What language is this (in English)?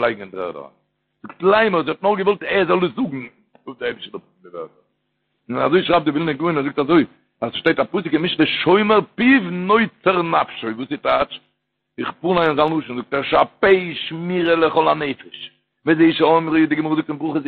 Yiddish